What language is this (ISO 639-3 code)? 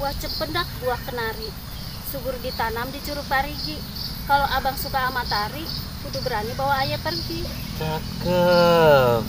bew